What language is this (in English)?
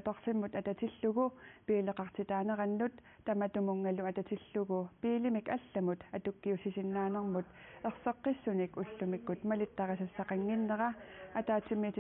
Kalaallisut